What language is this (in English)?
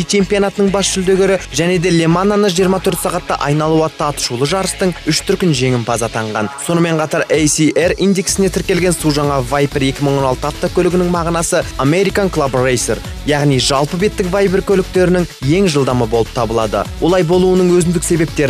Kazakh